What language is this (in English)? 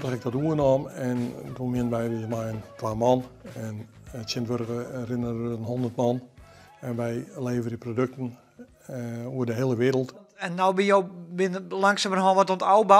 Western Frisian